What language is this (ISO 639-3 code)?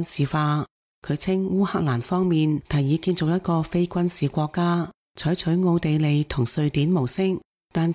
yue